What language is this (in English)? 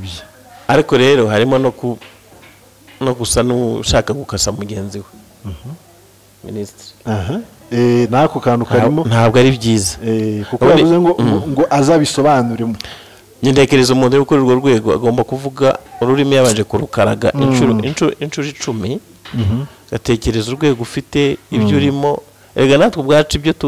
Kinyarwanda